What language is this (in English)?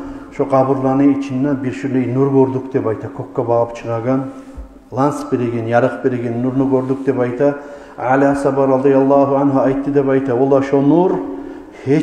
Kumyk